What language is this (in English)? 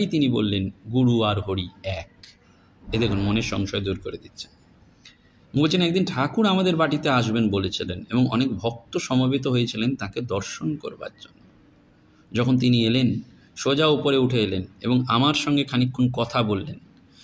Bangla